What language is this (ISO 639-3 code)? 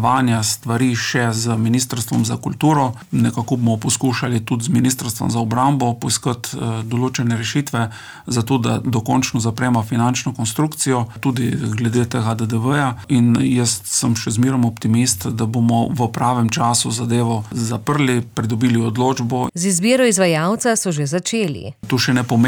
slv